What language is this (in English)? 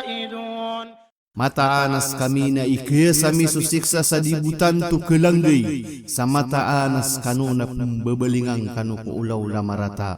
Maranao